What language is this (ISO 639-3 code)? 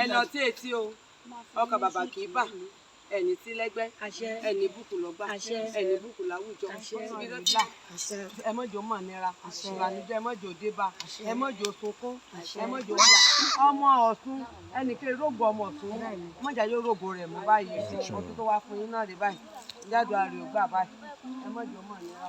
yor